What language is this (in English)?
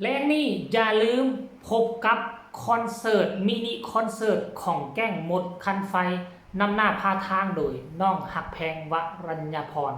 Northeastern Thai